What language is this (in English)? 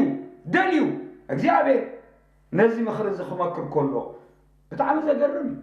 Tigrinya